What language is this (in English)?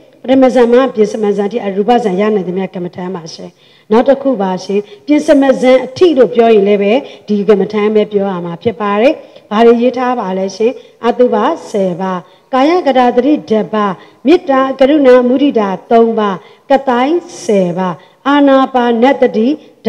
Burmese